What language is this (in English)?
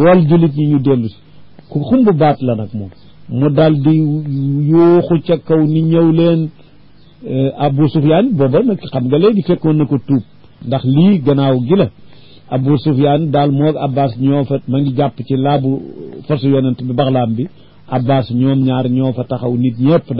Wolof